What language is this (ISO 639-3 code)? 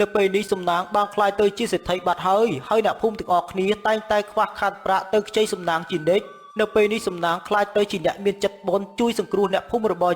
khm